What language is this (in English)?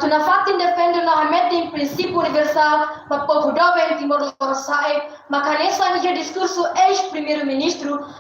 Tetum